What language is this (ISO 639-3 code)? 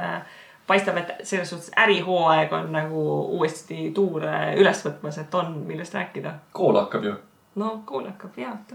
est